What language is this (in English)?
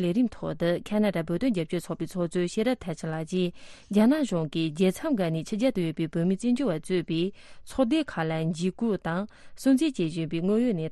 Tibetan